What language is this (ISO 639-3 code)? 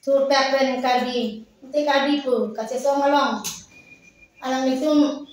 mjw